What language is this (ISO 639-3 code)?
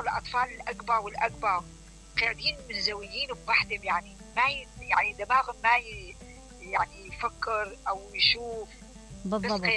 acm